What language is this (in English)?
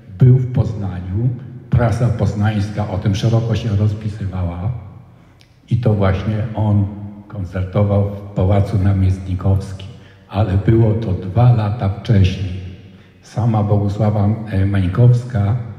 Polish